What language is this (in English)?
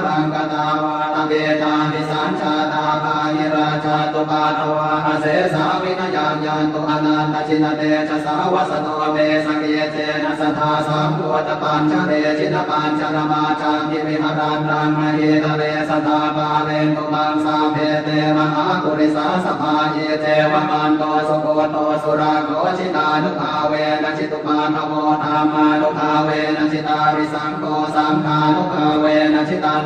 Pali